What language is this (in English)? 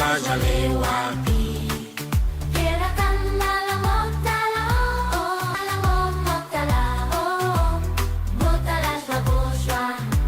Tswana